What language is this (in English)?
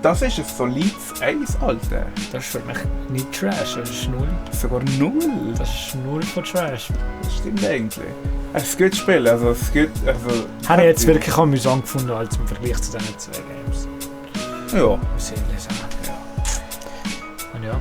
Swiss German